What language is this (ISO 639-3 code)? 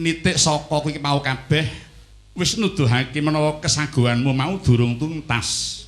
jav